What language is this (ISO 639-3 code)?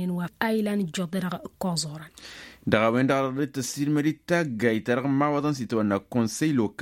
taq